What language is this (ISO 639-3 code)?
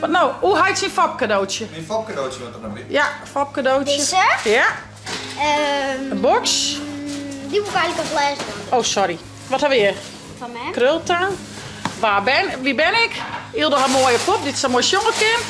fry